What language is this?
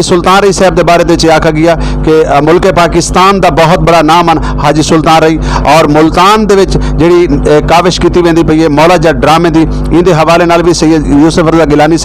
Saraiki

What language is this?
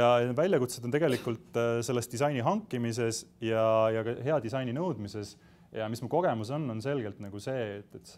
Estonian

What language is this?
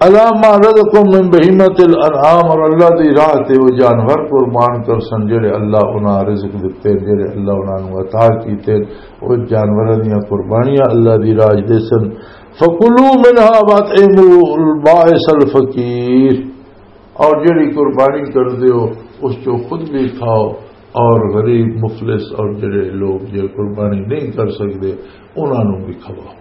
Western Panjabi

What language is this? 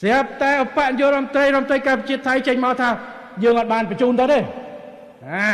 Khmer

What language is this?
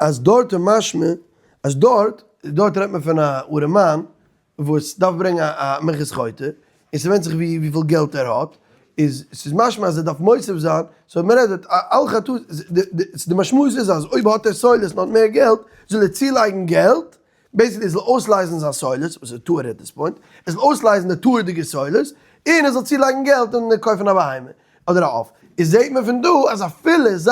Yiddish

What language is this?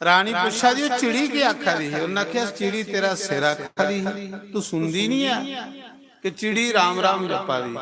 Dogri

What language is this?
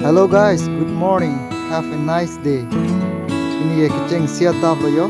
Karbi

